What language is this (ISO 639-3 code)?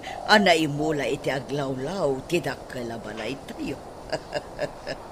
ilo